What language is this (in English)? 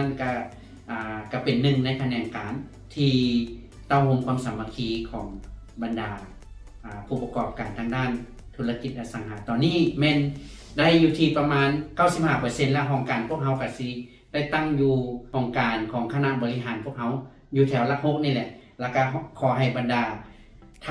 Lao